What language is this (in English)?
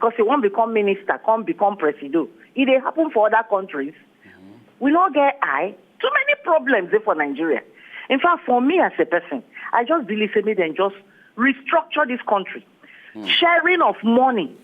Nigerian Pidgin